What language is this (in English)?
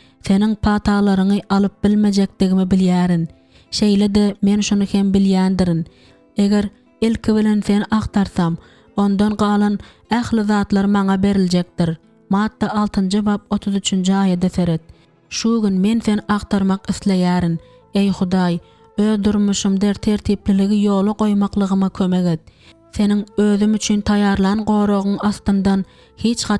Turkmen